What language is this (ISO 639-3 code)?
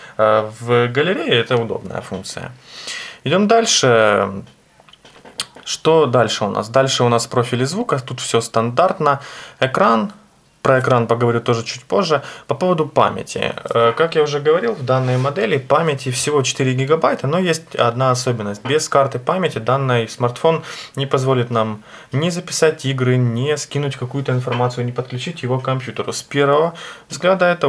rus